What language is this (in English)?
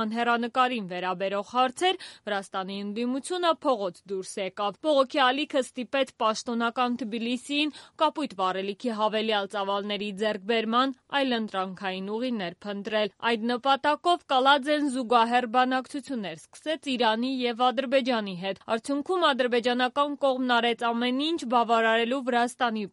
Armenian